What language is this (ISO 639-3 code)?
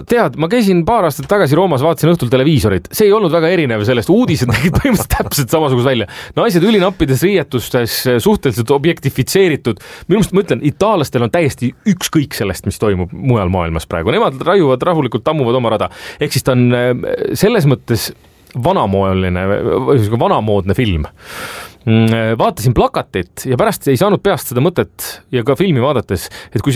est